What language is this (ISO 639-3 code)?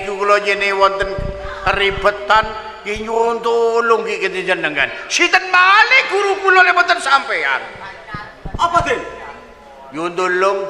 jav